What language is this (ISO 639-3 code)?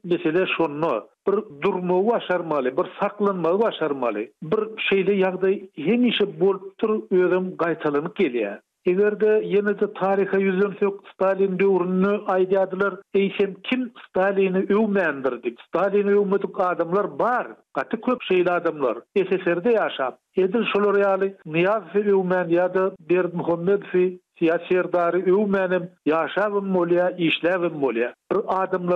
tuk